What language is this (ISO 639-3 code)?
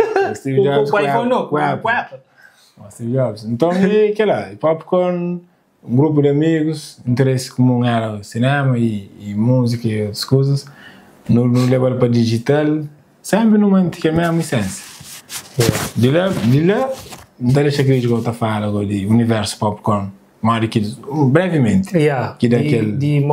kea